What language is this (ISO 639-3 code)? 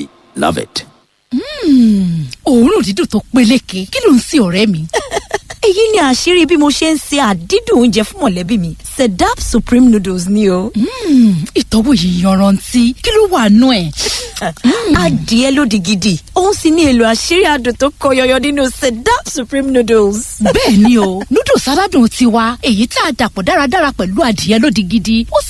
yor